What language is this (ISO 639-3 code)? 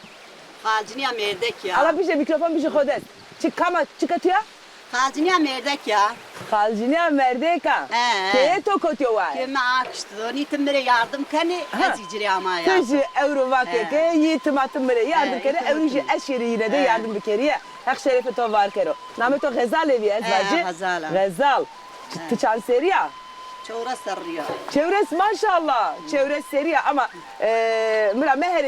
zza